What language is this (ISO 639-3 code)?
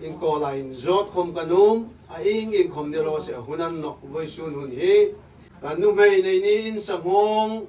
hmr